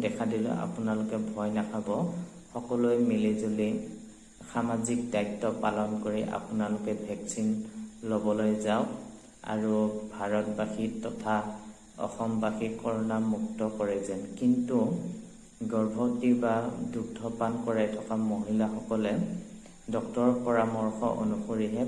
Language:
Assamese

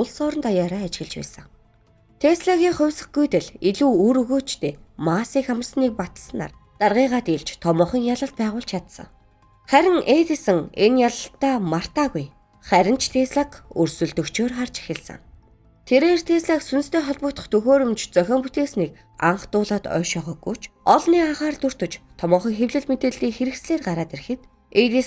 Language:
Mongolian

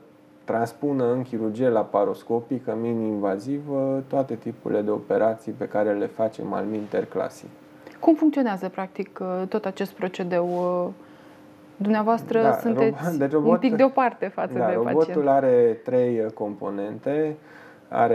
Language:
Romanian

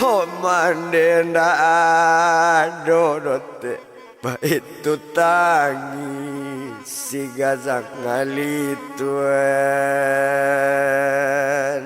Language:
Minangkabau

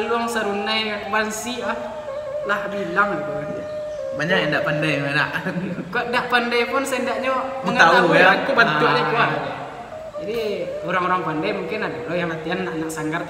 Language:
Minangkabau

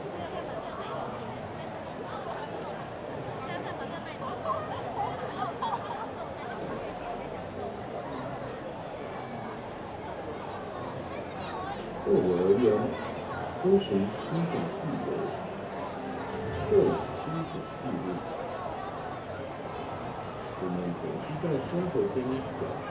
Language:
Chinese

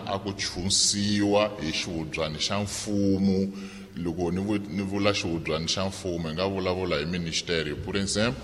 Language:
Tsonga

